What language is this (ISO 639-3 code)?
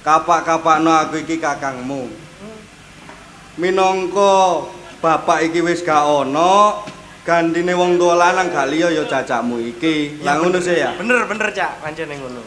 jav